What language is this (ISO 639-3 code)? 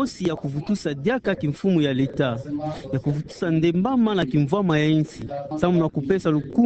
ktu